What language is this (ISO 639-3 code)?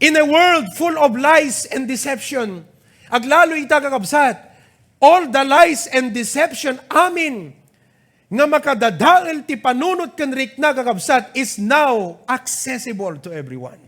ilo